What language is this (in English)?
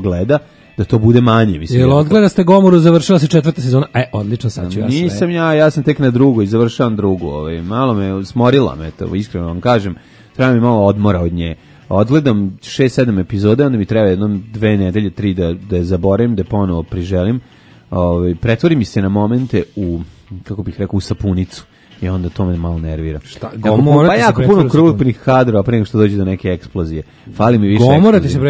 Serbian